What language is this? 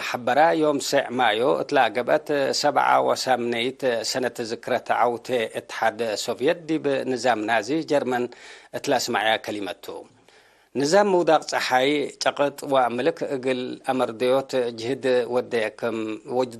Tigre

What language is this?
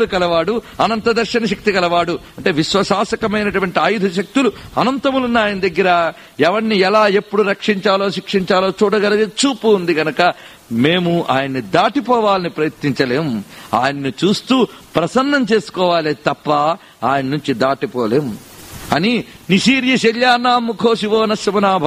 Telugu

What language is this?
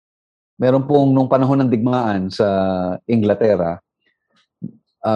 Filipino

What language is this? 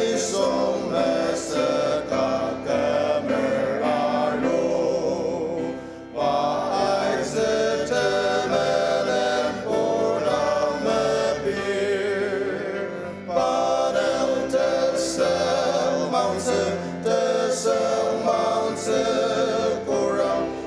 Ao Naga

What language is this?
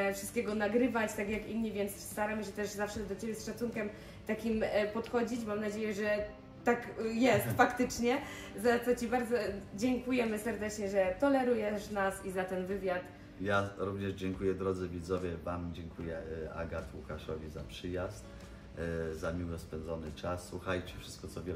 Polish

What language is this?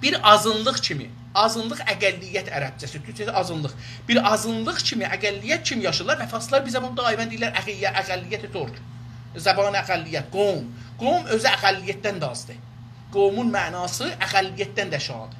South Azerbaijani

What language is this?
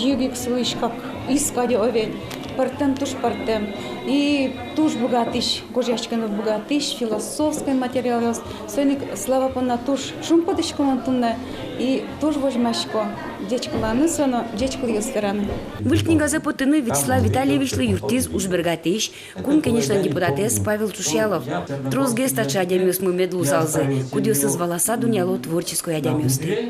Udmurt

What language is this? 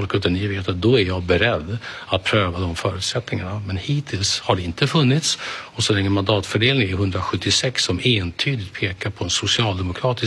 Swedish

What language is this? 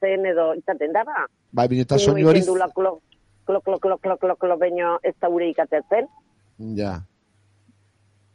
Basque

